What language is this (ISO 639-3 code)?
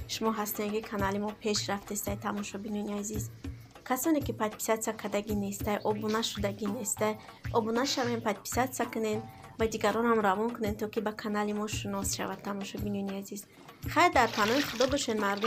tgk